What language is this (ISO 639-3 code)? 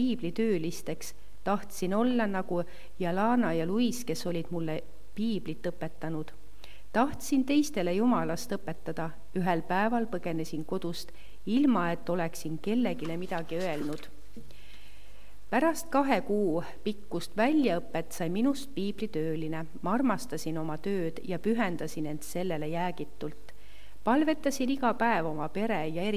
est